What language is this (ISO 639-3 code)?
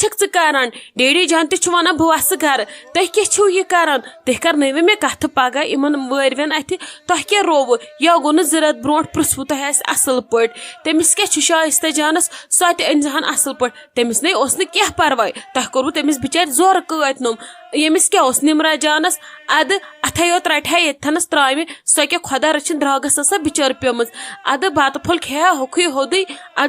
kas